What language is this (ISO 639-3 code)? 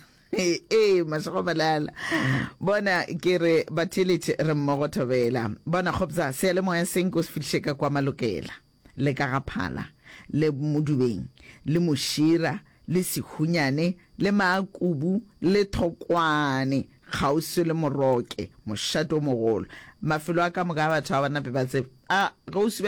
nso